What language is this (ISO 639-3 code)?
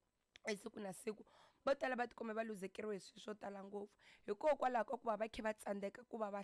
tso